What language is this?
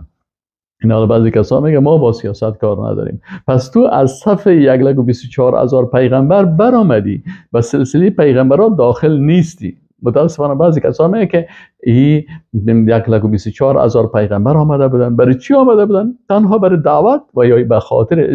Persian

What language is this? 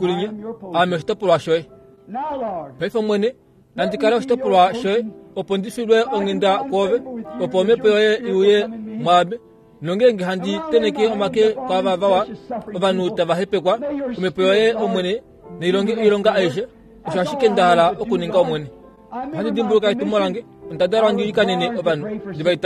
Kuanyama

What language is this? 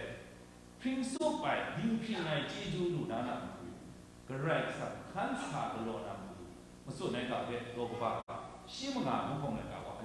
Kachin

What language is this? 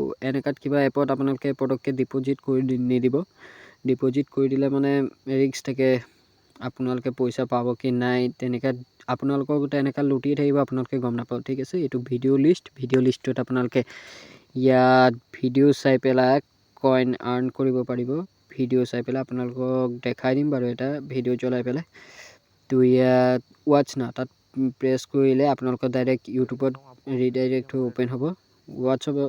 Assamese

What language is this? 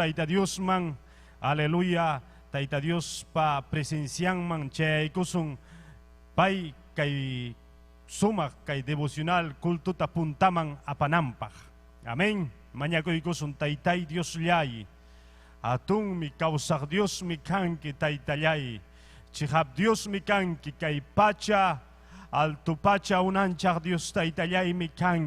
Ayacucho Quechua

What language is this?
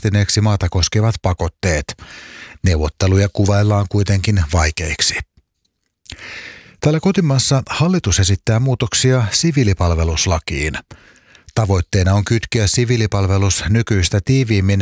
Finnish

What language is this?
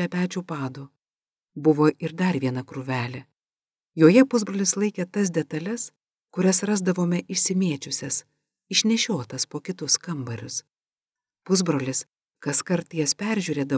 Lithuanian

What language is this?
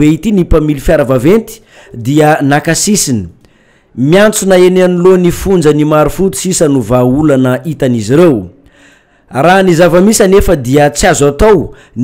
Malagasy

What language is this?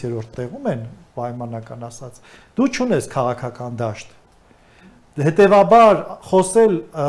Armenian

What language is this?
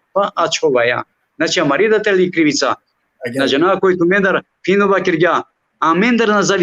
Balkan Romani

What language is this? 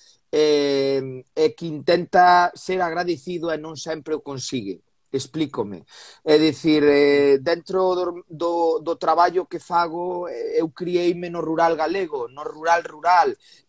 Galician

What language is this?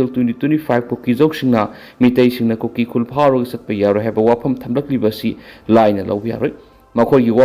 Manipuri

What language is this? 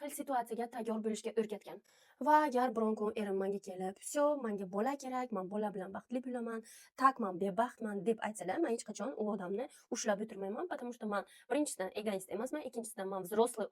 Uzbek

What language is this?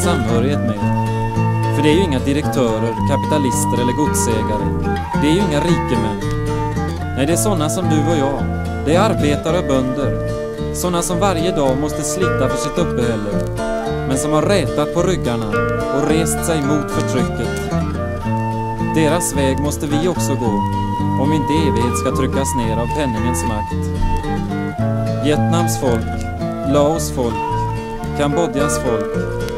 Swedish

